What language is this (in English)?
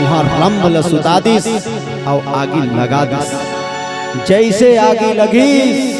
Chhattisgarhi